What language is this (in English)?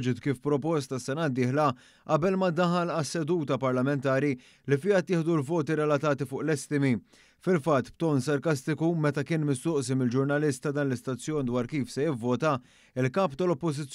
Maltese